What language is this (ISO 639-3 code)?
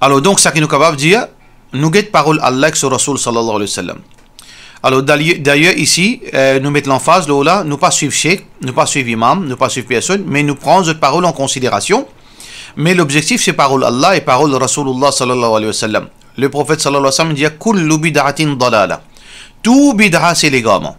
mfe